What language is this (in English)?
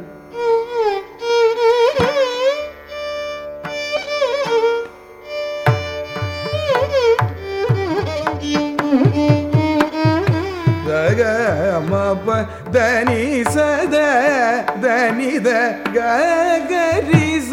Tamil